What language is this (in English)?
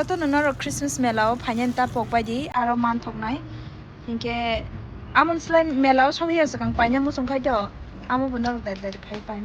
Kok Borok